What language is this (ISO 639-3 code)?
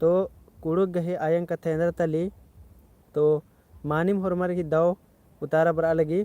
kru